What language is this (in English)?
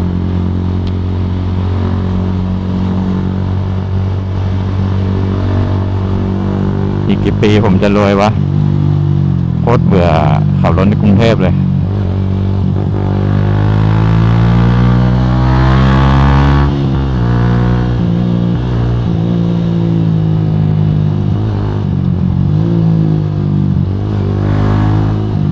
Thai